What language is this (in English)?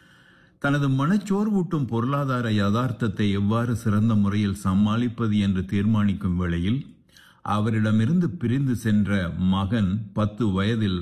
Tamil